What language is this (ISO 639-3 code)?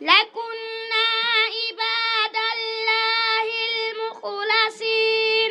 ful